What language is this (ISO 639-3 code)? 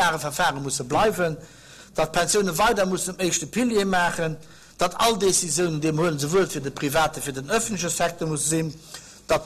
ltz